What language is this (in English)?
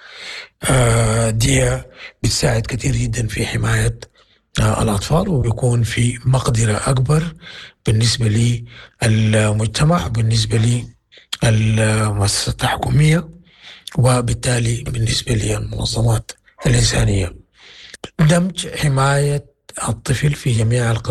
Sudanese Arabic